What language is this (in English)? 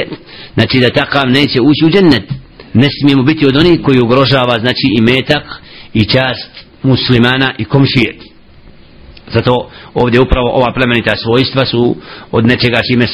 Bosnian